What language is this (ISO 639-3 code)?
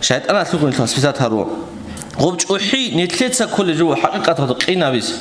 ava